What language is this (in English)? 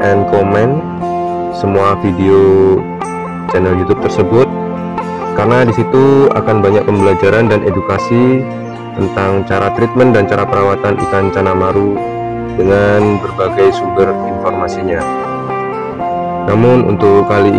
Indonesian